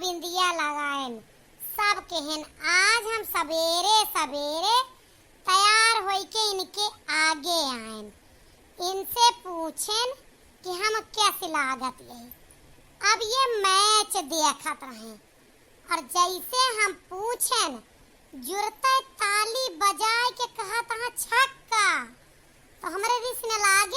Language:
Awadhi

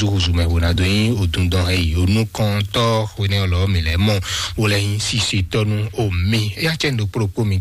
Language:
Fon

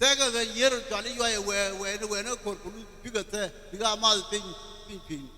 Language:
Nuer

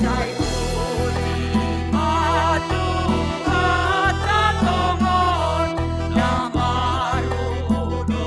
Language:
Batak Simalungun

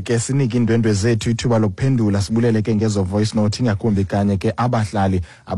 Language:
Xhosa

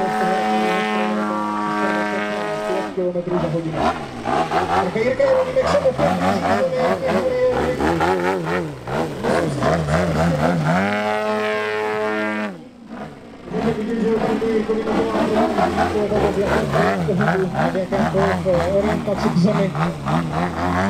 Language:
Czech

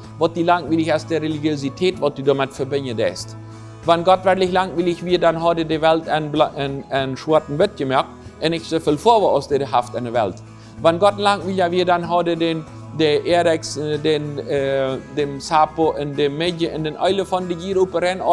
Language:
Plautdietsch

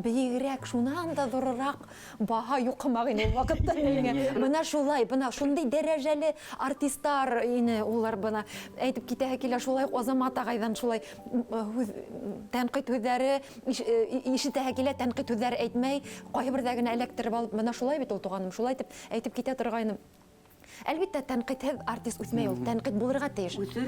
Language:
Bashkir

